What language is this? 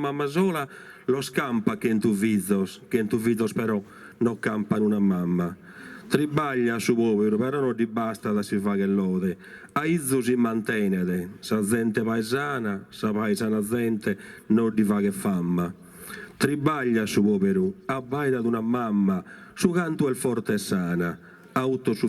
Sardinian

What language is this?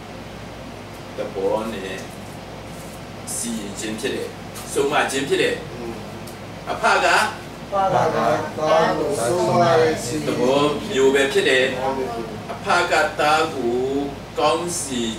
Burmese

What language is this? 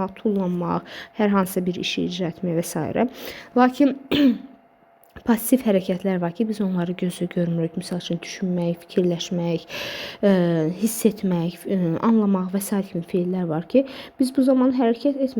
Azerbaijani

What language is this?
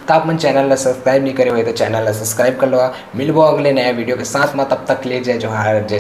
Chhattisgarhi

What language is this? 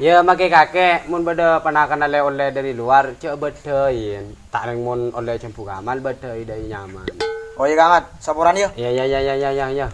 Madurese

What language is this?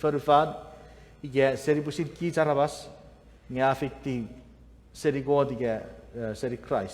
Chuukese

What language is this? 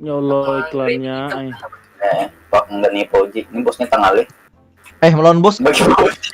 Banjar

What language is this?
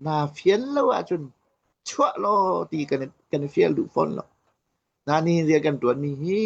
Hakha Chin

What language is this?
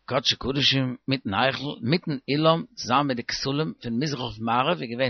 Yiddish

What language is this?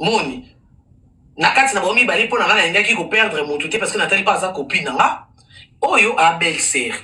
Lingala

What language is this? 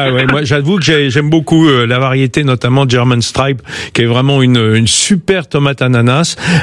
French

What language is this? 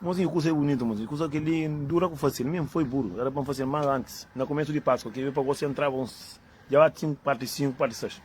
Kabuverdianu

